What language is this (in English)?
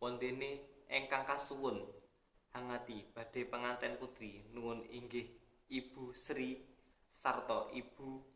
Javanese